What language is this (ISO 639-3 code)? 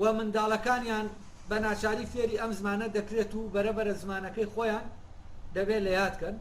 ckb